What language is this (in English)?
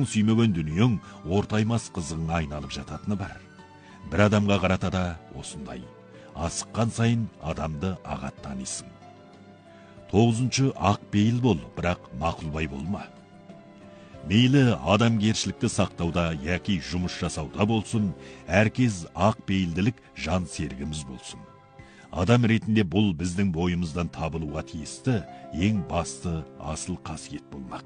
Kazakh